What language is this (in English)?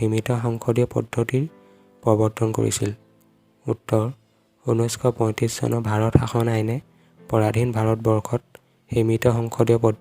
Assamese